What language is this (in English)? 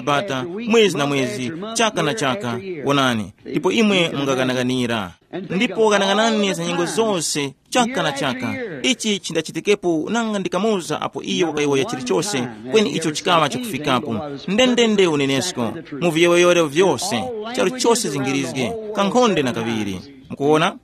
Tumbuka